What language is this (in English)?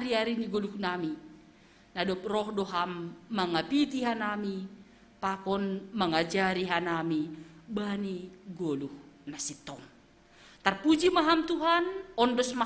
Batak Simalungun